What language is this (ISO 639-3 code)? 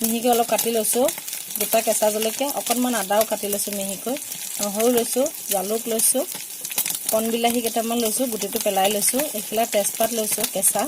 asm